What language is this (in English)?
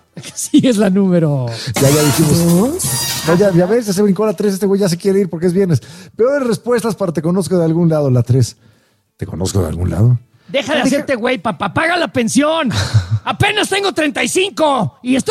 Spanish